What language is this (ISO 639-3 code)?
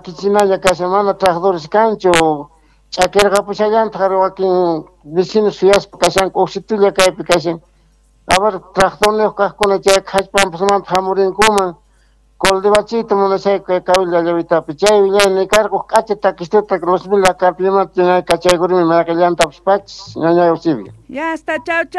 que